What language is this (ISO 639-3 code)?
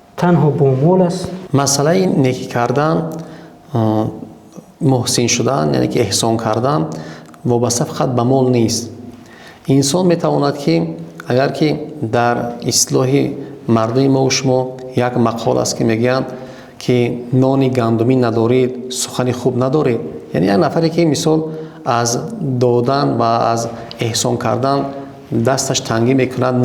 tgk